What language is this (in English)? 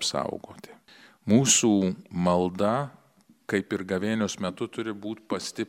Lithuanian